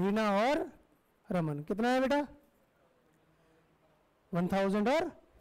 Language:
Hindi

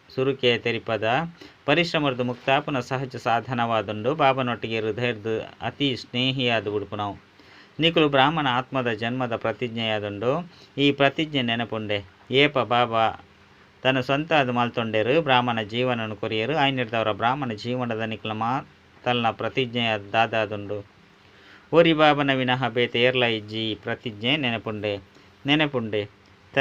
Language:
Tulu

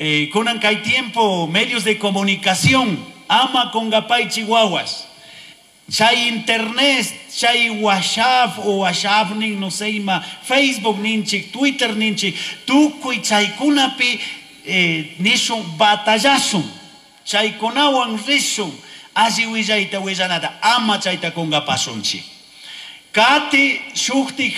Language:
Chimborazo Highland Quichua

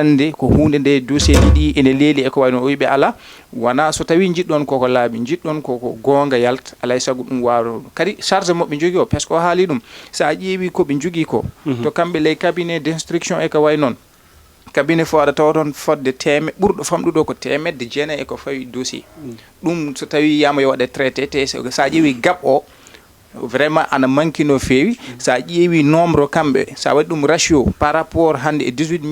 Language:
Fula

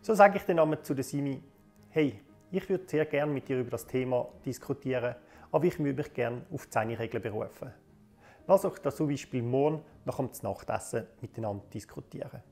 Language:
Swiss German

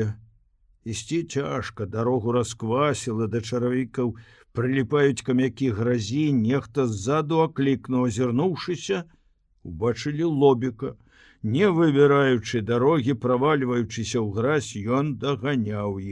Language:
Belarusian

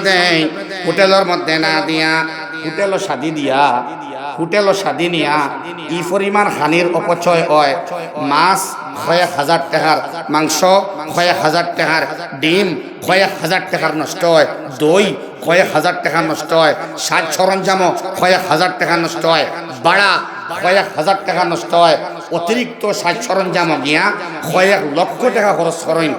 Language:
Sylheti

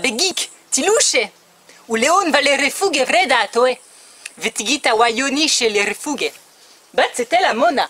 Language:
Kotava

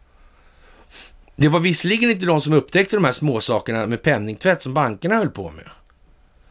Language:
Swedish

